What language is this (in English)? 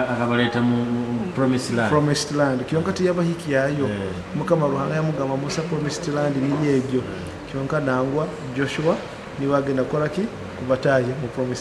Nyoro